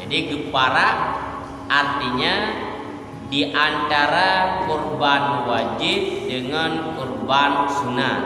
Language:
Achinese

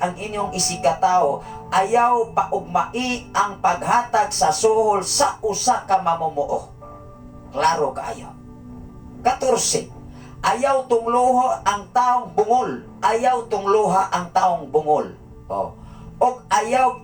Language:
Cebuano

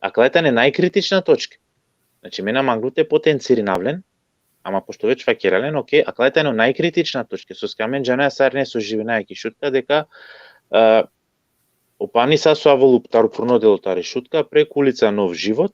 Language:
Balkan Romani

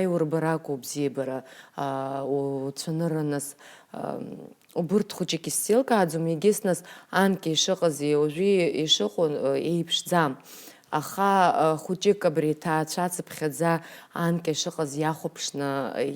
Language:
Abkhazian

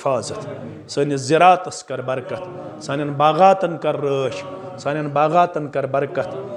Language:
Kashmiri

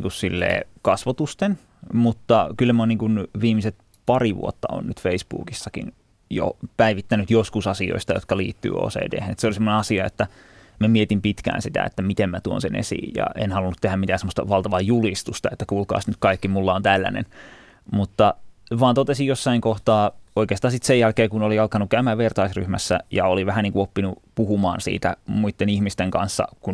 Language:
Finnish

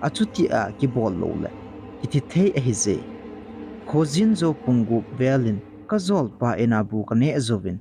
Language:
Thado Chin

